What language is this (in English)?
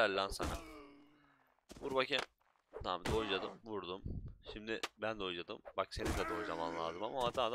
Turkish